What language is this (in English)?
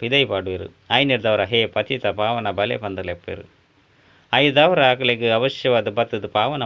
Tulu